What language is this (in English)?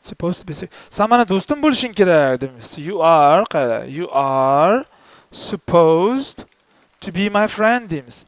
Uzbek